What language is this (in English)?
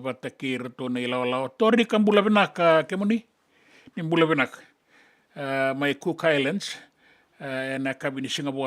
Fijian